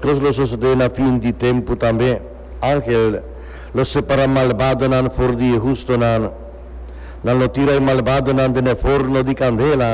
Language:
Papiamento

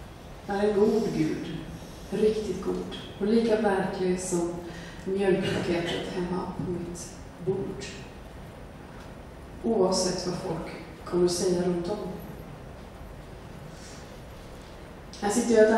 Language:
Swedish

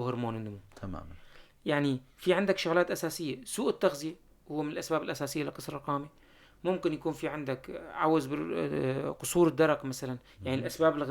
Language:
North Levantine Arabic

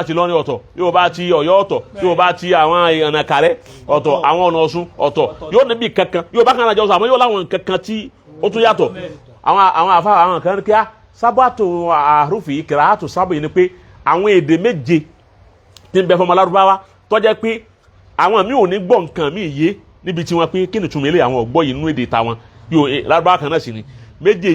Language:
Yoruba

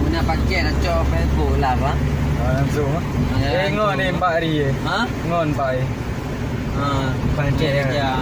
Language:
Achinese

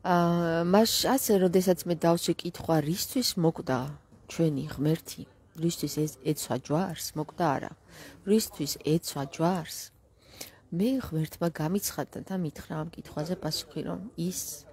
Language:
Georgian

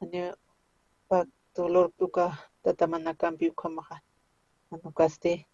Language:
Aymara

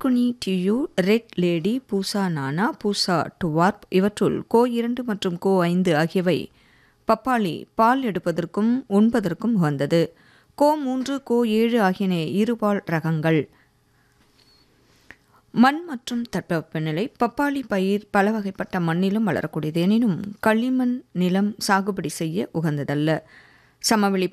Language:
Tamil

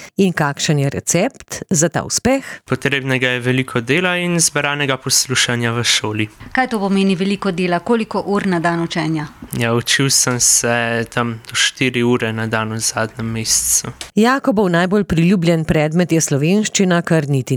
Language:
Slovenian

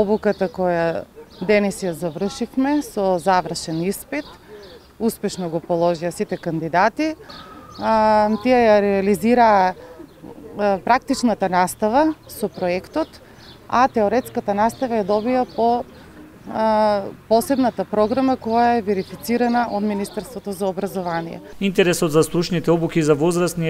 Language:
Macedonian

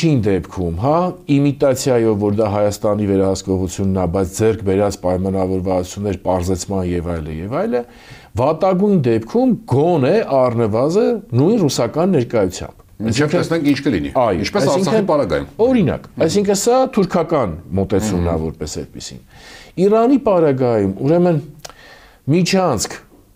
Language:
Armenian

